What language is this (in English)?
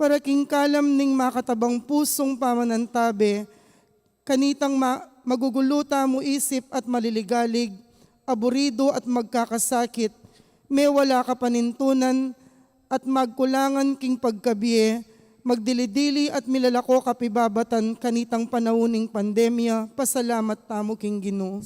Pampanga